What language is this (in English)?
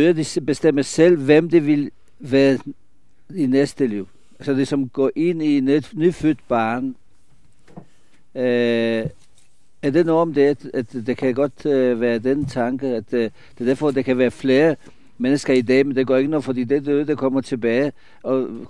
Danish